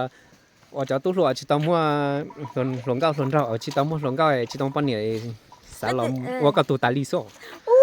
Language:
Hmong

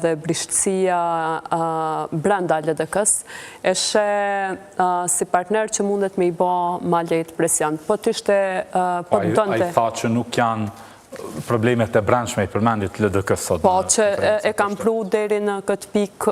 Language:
Albanian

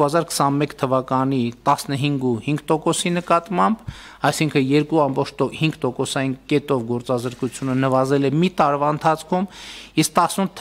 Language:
Armenian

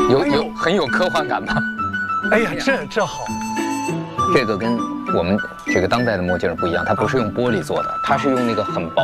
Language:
Chinese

